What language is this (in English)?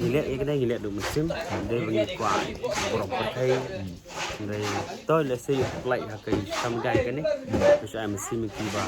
Khasi